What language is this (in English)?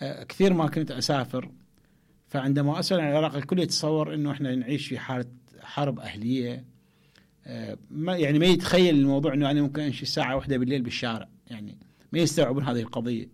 Mesopotamian Arabic